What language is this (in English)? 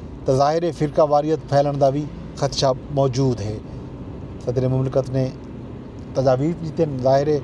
Saraiki